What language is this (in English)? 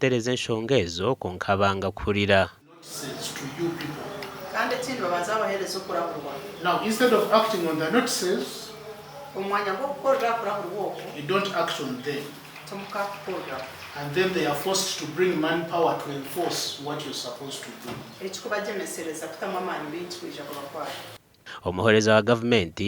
Nyankole